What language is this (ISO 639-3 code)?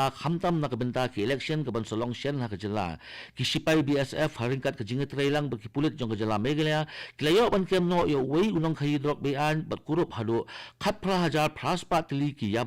kha